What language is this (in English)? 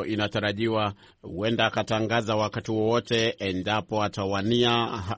Swahili